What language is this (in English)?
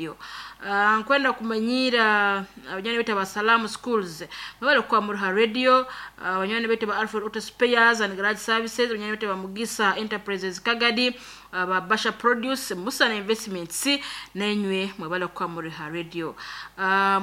Nyoro